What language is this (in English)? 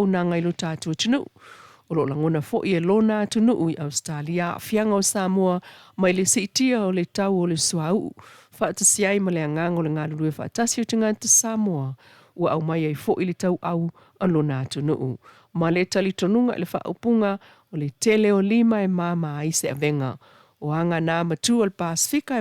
Samoan